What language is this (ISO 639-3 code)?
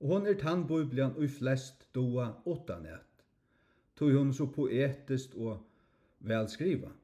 fao